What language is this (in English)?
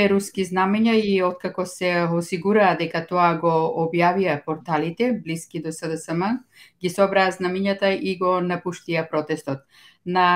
Macedonian